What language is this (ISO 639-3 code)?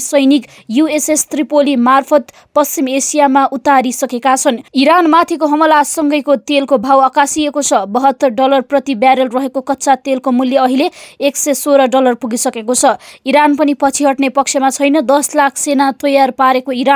nep